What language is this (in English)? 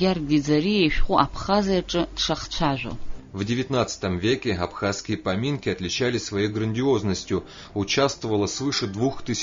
Abkhazian